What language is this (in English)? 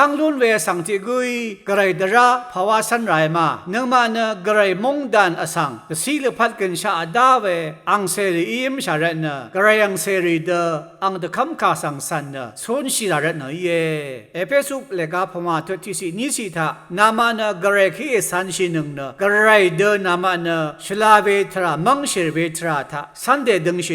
Rawang